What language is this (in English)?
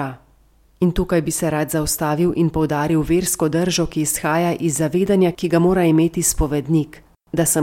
Slovenian